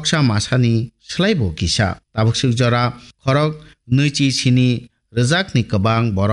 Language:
Kok Borok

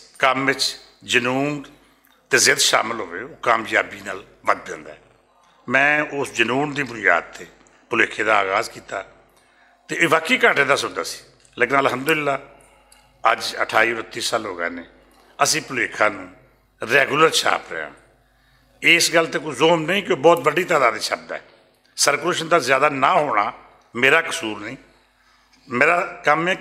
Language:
Western Panjabi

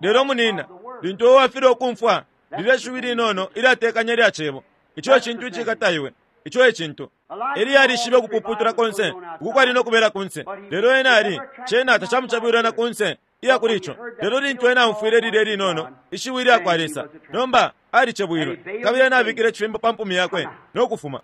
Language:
Bemba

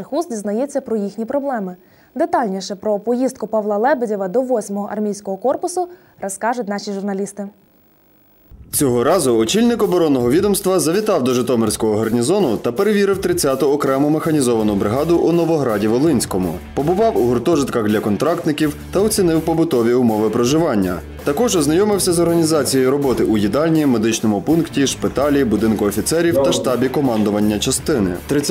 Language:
Ukrainian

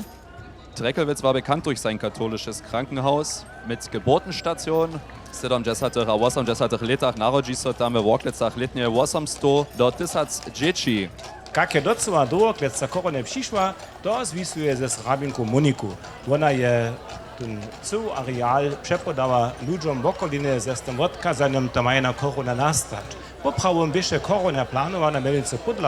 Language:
Upper Sorbian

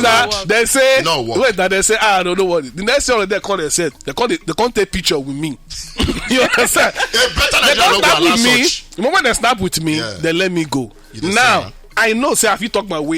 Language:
Nigerian Pidgin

